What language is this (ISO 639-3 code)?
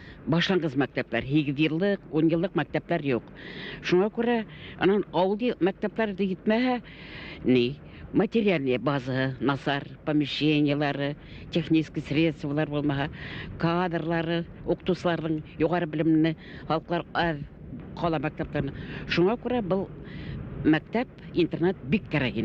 bak